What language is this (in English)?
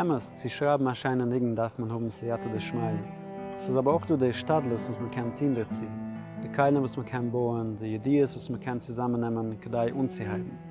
Yiddish